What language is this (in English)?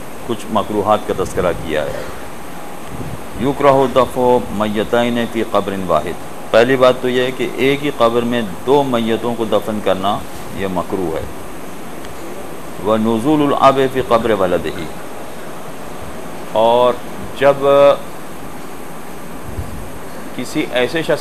Urdu